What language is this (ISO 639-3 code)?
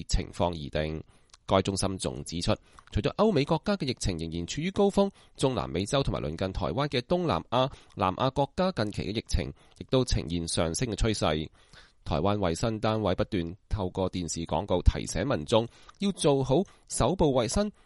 yue